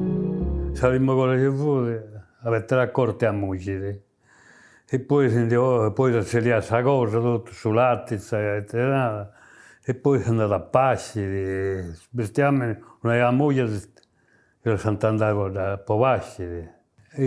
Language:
Sardinian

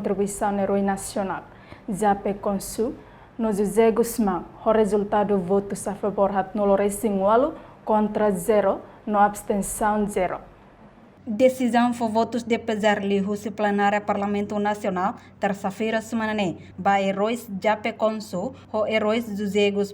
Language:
Tetum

